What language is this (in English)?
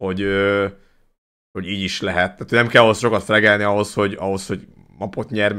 Hungarian